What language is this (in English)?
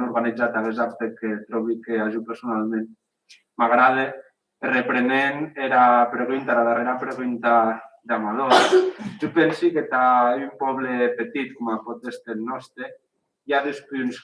Occitan